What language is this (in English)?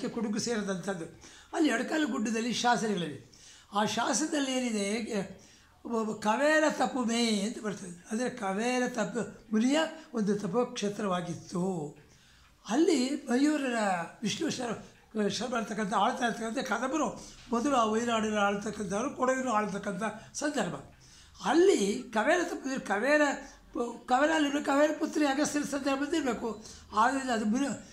Kannada